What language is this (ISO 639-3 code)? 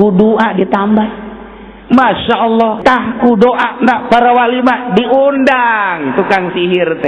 sun